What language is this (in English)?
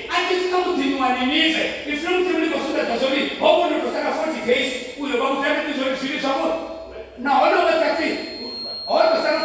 Venda